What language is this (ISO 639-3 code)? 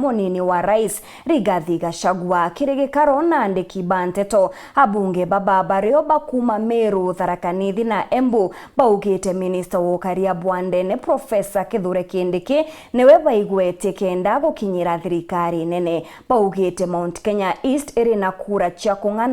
mer